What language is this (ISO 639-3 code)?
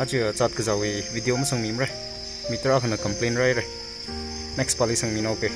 nmf